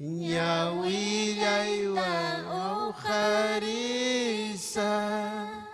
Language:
Ayacucho Quechua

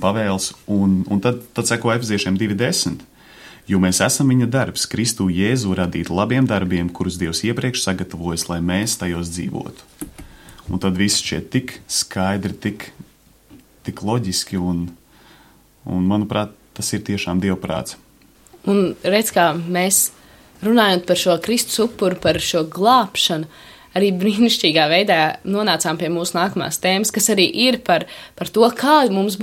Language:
Latvian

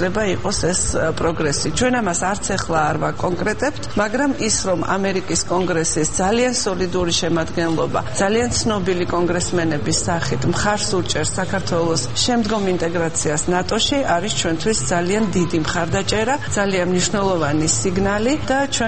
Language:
Georgian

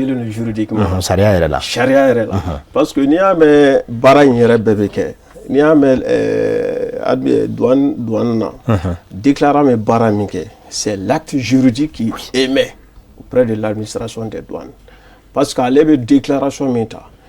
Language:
Bambara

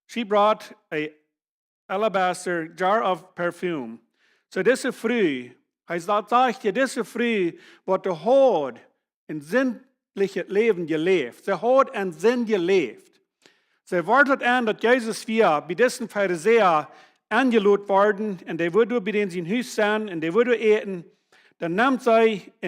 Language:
Plautdietsch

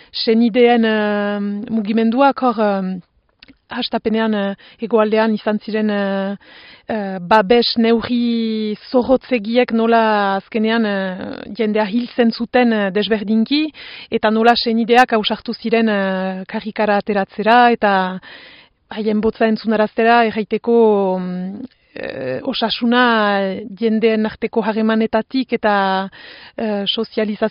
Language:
Basque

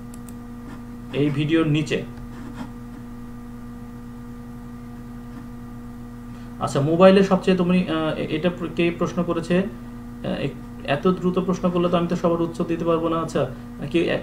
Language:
Bangla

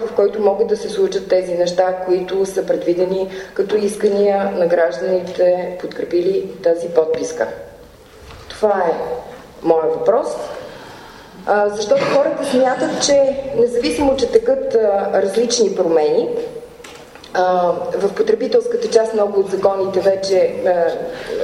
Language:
Bulgarian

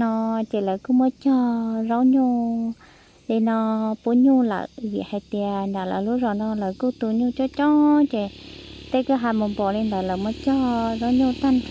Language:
Hmong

